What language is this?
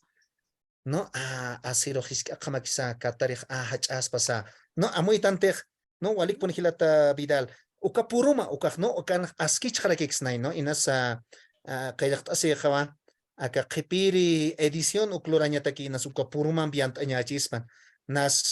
Aymara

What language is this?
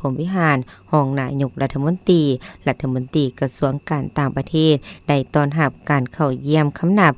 Lao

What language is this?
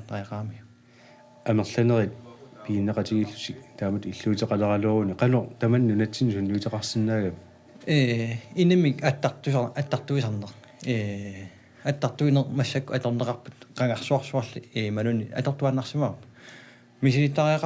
Kalaallisut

